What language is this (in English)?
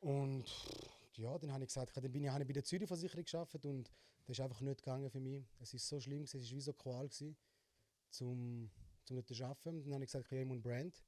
Swiss German